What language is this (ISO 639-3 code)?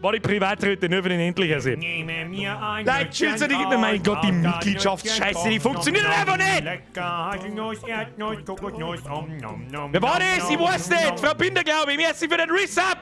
bar